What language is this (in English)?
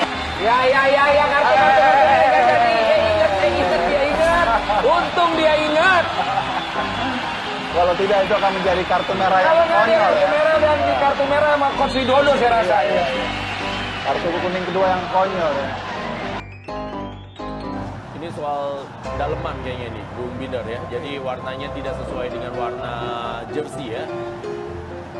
Indonesian